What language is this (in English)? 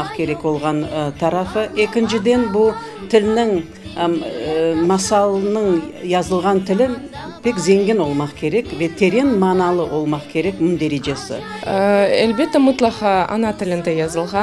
Crimean Tatar